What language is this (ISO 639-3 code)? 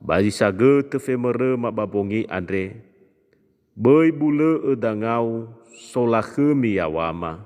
nia